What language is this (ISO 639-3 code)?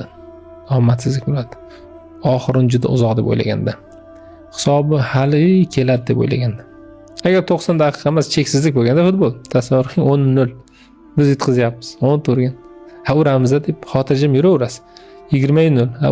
uzb